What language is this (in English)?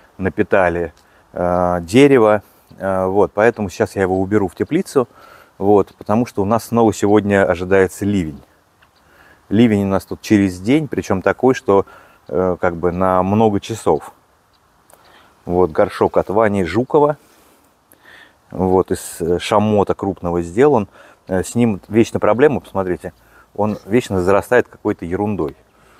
Russian